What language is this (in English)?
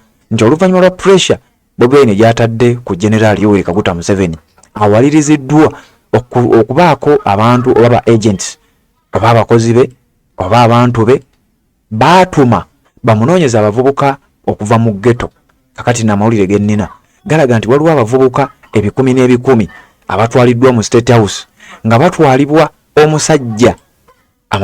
Ganda